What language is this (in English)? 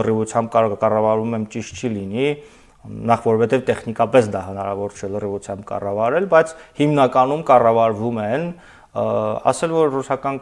Armenian